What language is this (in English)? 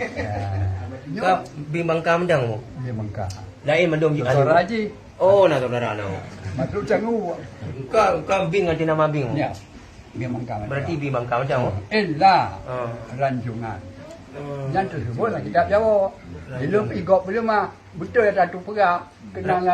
Achinese